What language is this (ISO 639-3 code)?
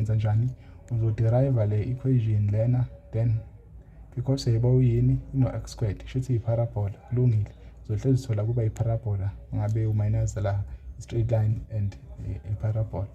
zul